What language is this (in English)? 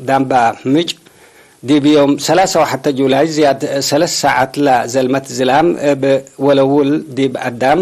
Tigre